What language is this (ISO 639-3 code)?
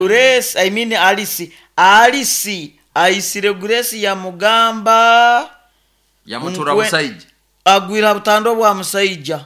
nyo